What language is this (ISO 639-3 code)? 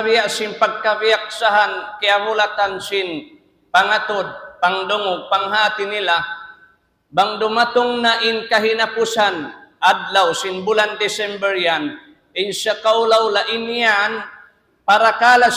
tsg